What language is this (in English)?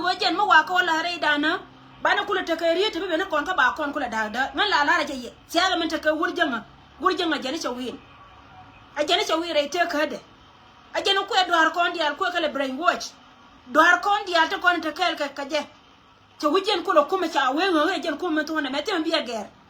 Nuer